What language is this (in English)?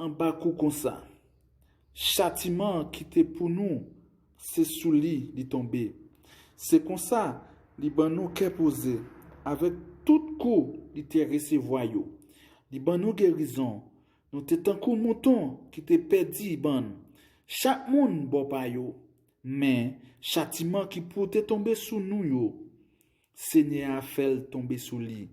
Haitian Creole